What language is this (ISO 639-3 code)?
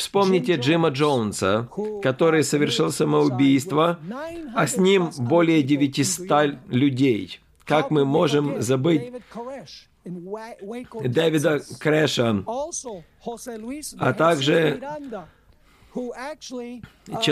rus